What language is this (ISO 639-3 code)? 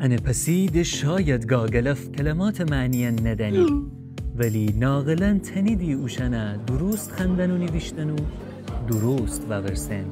glk